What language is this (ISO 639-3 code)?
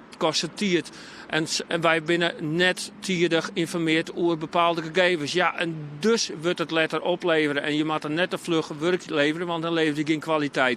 fry